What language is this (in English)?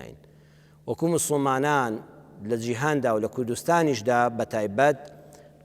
Central Kurdish